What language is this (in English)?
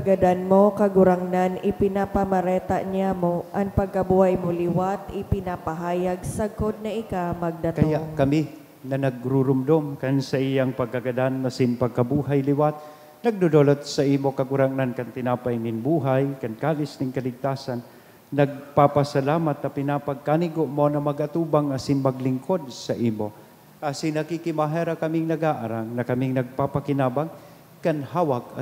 Bikol